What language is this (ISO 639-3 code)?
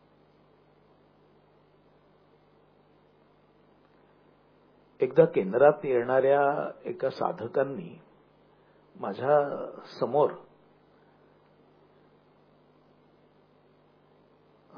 mar